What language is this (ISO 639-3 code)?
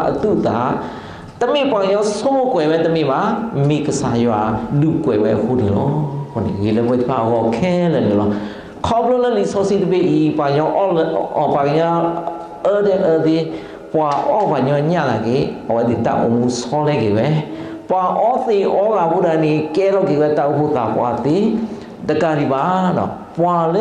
ksw